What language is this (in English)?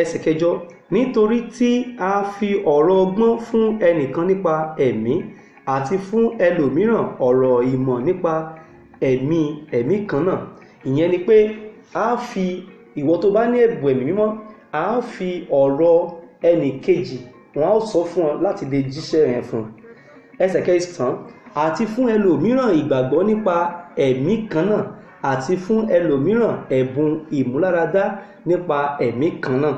Yoruba